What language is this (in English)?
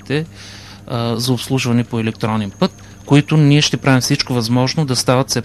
Bulgarian